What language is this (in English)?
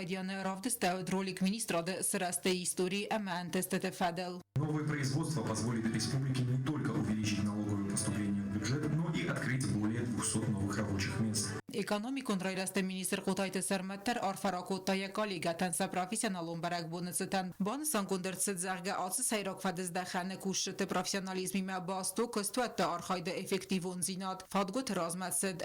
Ossetic